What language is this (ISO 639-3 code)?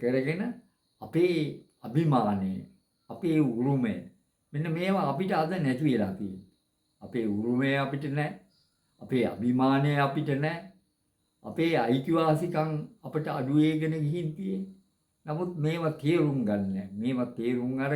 sin